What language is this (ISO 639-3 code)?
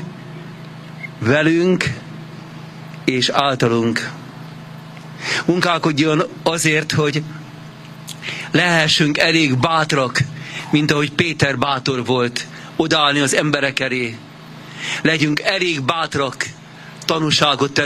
hun